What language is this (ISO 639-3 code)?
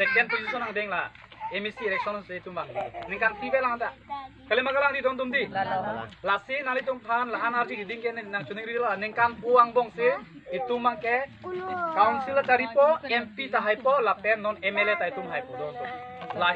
mjw